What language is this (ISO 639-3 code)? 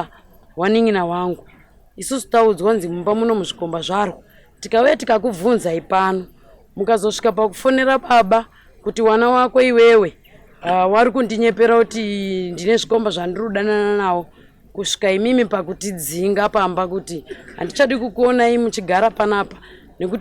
sna